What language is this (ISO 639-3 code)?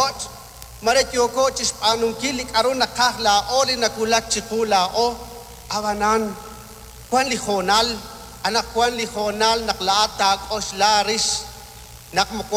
kek